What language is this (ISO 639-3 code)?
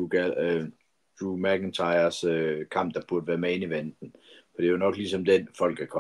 dan